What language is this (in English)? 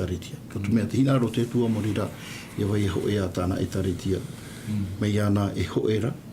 Tahitian